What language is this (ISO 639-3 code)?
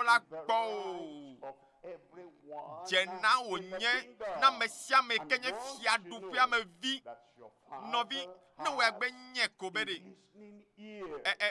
ewe